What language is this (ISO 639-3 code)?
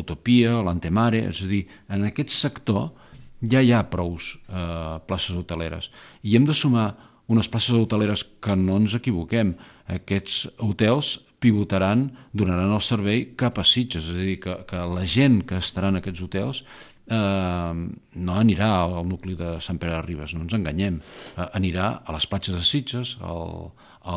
cat